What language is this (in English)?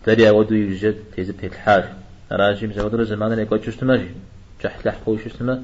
Kabardian